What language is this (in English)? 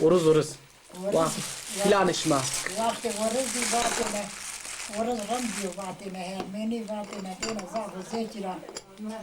Zaza